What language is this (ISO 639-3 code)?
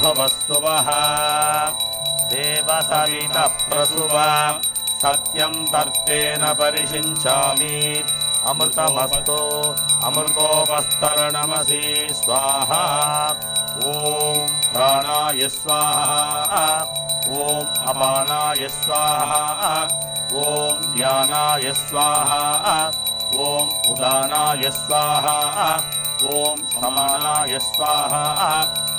tel